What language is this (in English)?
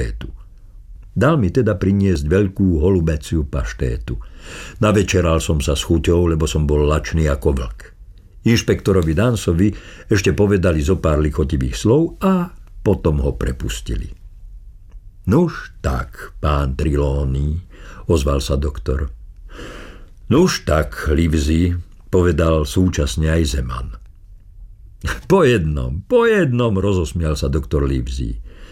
Slovak